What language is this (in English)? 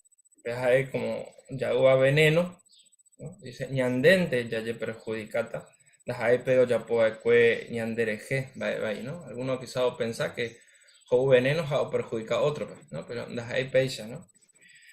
Guarani